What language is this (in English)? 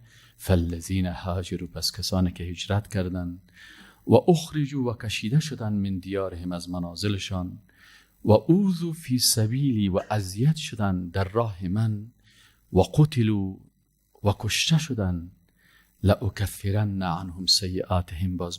Persian